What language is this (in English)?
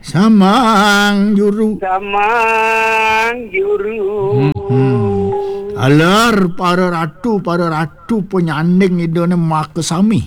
Balinese